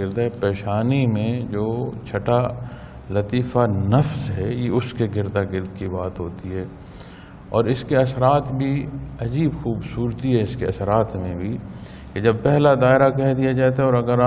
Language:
Urdu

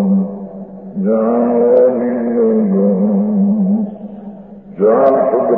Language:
Gujarati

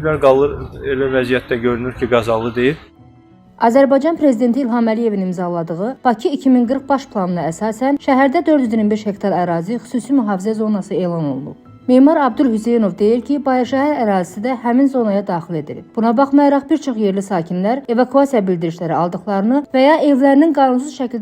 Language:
Azerbaijani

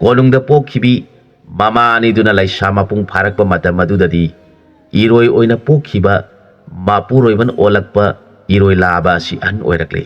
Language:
Manipuri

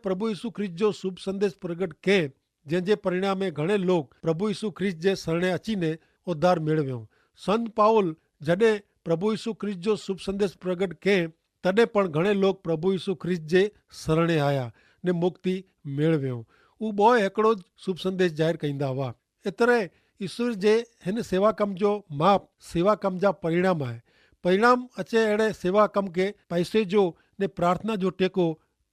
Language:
Kachhi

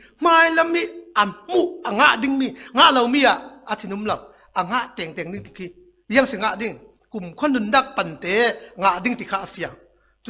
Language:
Falam Chin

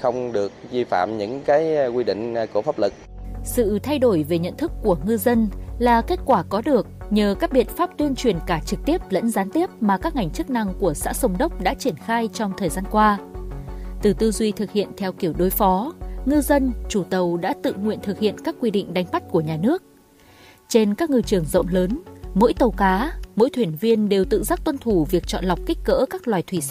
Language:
Vietnamese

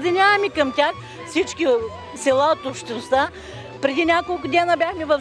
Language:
Bulgarian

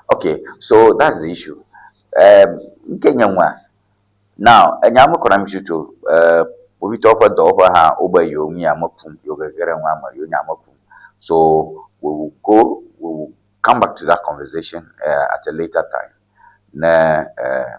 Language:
Ewe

